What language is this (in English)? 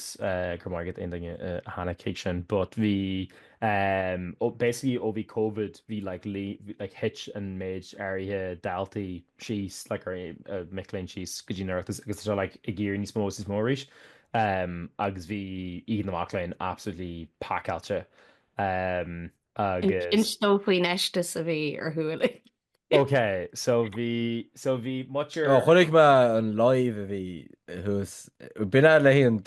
Irish